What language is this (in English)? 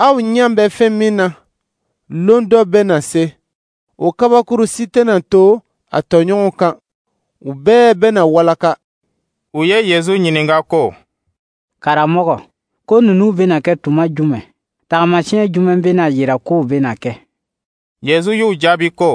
Dyula